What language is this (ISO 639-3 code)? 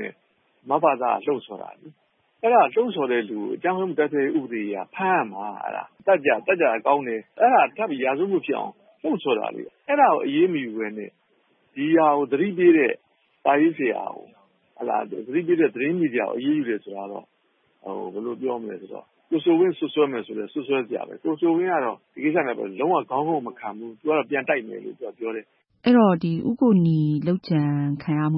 mya